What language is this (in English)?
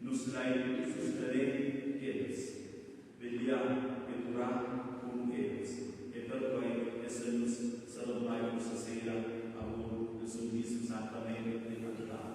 Romansh